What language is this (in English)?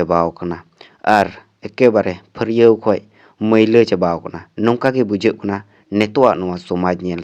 Santali